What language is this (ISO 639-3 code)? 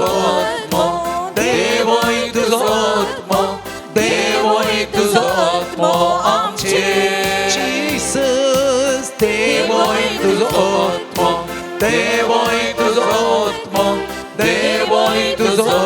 kok